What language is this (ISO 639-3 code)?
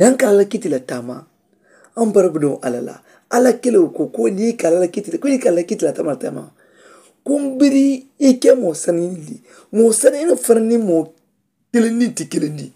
man